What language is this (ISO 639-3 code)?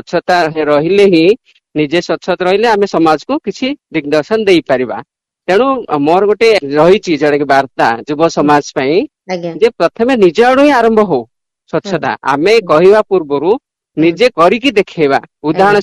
ori